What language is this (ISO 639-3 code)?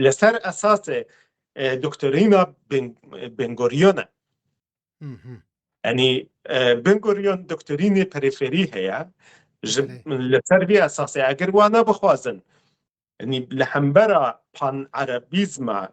kur